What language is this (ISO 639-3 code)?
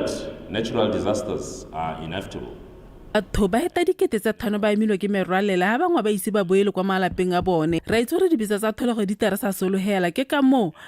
tsn